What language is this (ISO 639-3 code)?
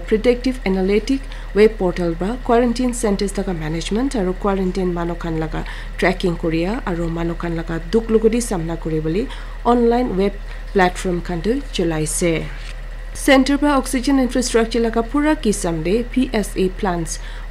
nag